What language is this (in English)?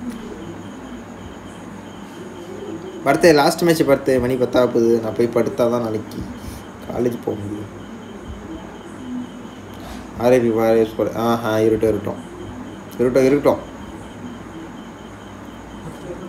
Tamil